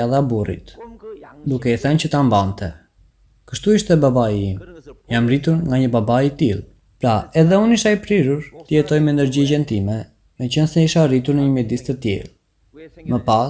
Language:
Albanian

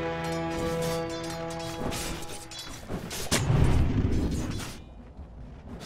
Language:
English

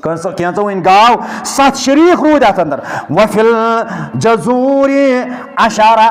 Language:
Kashmiri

